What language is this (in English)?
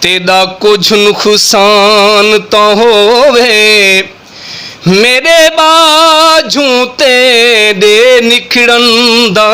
Saraiki